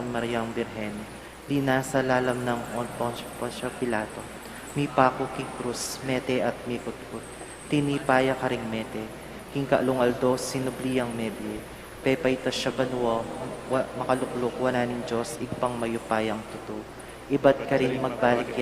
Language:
Pampanga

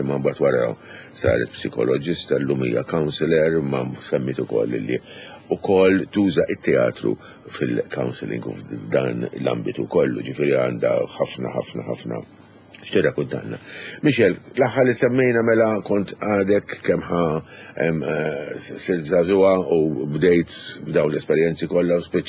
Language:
Maltese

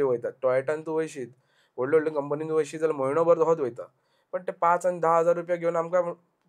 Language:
Konkani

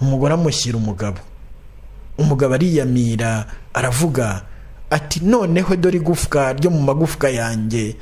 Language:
Kinyarwanda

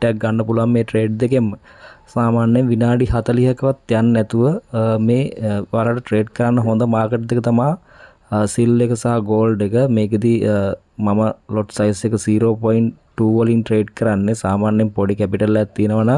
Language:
Sinhala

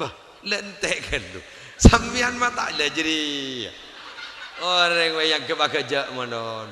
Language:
Madurese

